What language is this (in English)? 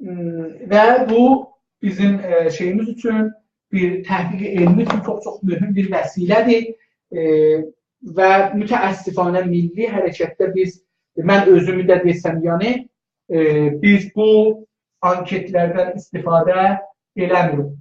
South Azerbaijani